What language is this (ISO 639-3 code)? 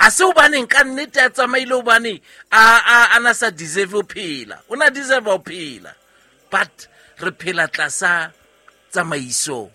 sot